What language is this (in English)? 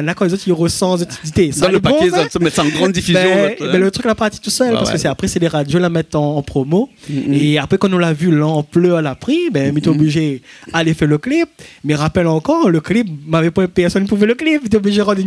Réunion Creole French